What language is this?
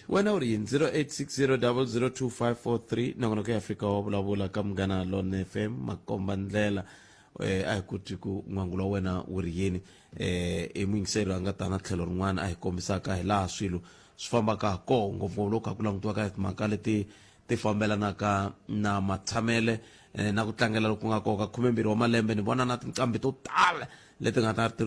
Tsonga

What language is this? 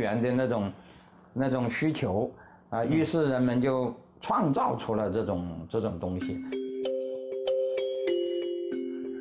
Chinese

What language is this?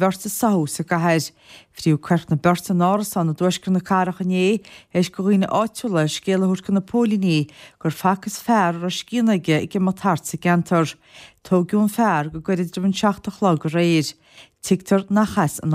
Irish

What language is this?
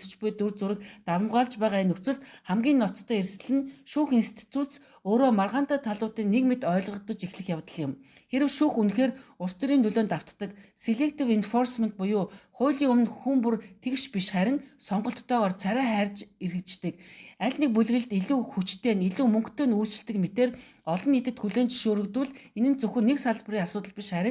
Mongolian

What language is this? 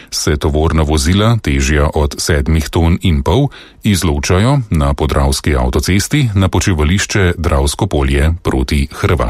Slovenian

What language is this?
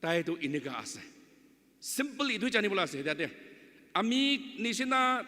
Naga Pidgin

